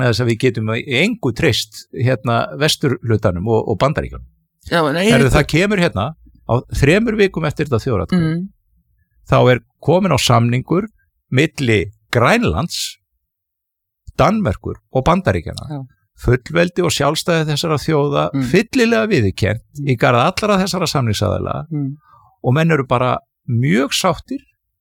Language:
Icelandic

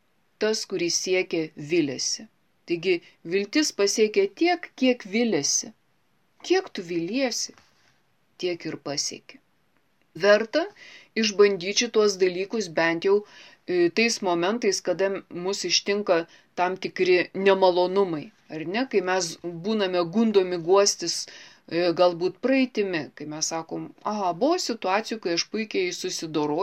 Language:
Lithuanian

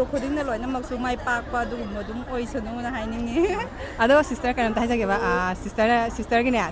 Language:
Manipuri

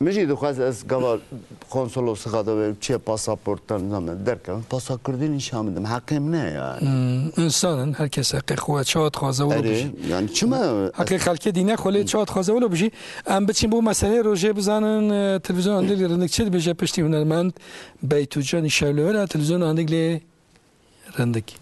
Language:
Kurdish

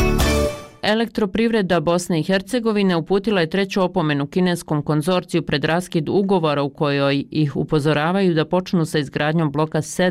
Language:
Bosnian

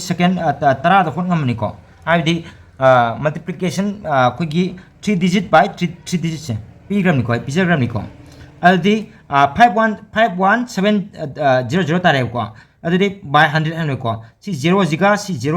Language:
Manipuri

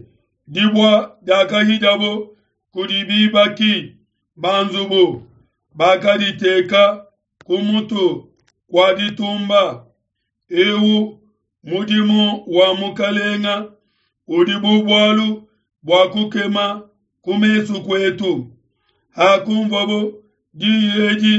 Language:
Luba-Lulua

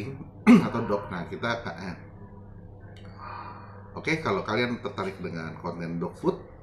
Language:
Indonesian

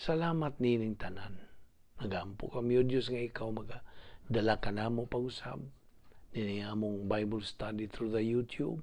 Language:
Cebuano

